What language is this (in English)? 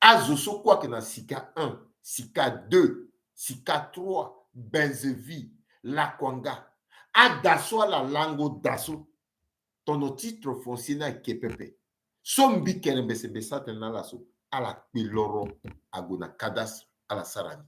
Sango